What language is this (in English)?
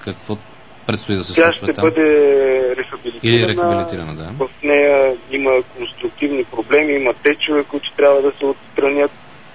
Bulgarian